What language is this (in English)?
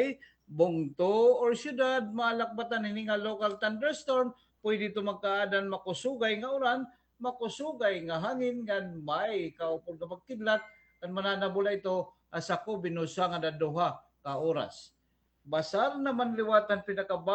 Waray